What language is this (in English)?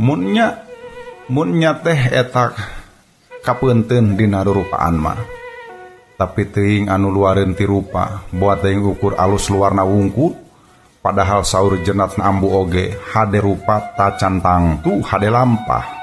Sundanese